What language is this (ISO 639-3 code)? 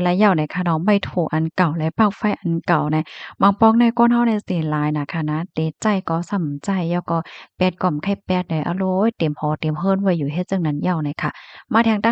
shn